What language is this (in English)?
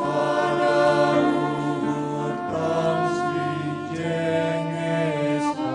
Batak Simalungun